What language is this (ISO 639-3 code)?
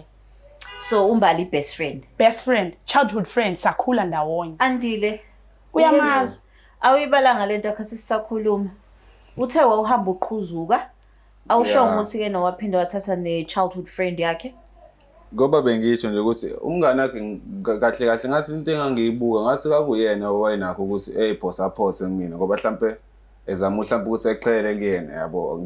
zul